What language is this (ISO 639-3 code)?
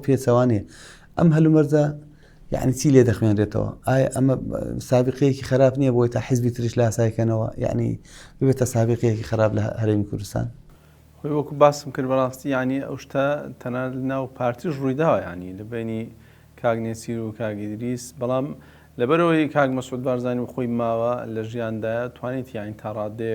ckb